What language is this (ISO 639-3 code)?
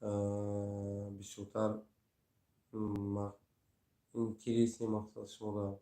tgk